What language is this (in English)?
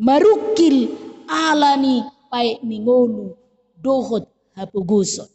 Batak Toba